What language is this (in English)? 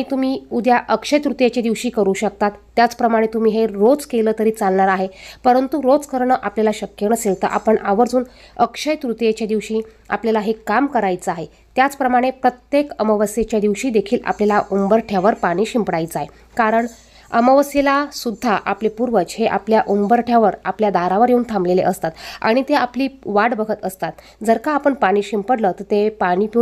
Marathi